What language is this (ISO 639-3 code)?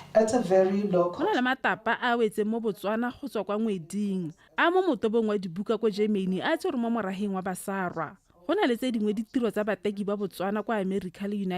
tsn